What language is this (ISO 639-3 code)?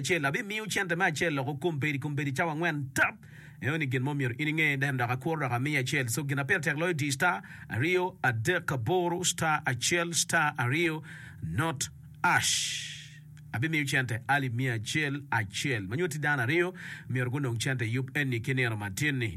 ach